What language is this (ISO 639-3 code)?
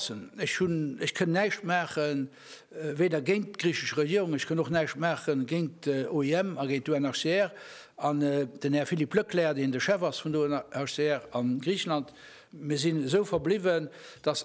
ltz